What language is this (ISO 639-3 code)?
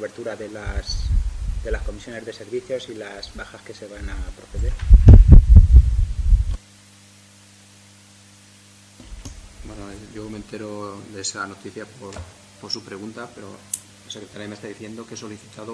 spa